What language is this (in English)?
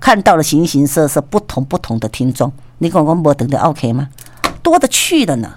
Min Nan Chinese